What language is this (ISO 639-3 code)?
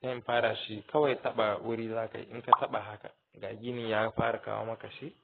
hau